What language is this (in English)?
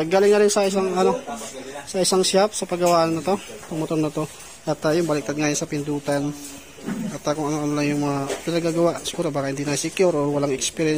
Filipino